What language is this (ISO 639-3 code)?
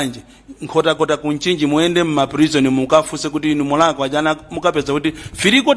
nya